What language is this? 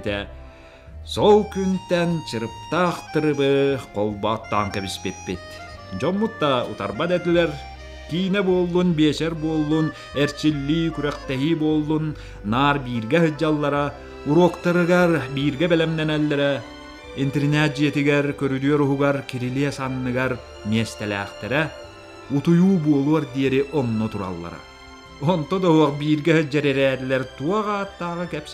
Yakut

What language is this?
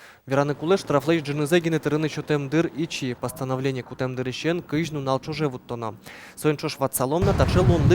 Udmurt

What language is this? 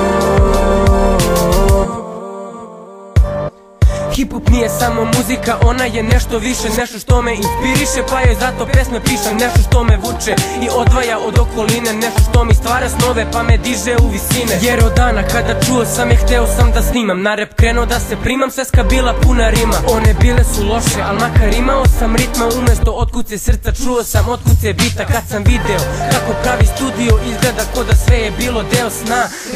Serbian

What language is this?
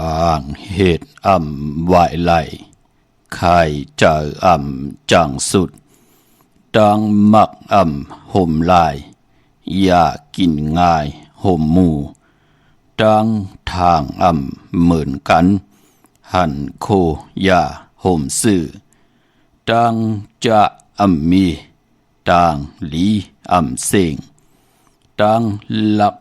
Shan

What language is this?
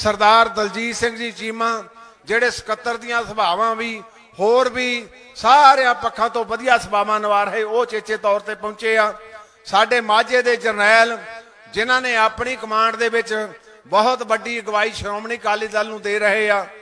Punjabi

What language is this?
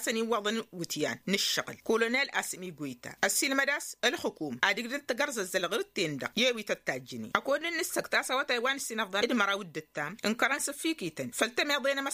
Tamasheq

